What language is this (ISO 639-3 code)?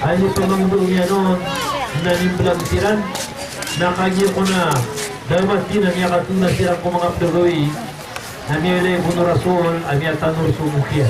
mrw